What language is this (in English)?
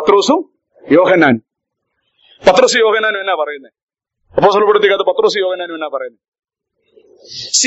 Malayalam